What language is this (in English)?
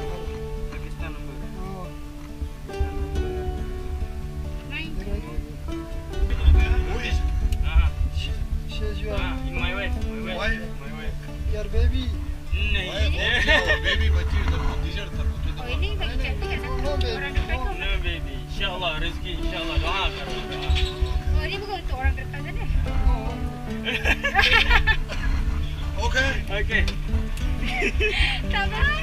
Malay